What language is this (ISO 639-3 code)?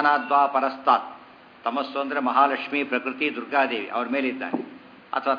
kan